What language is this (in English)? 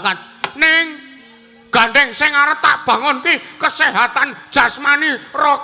Javanese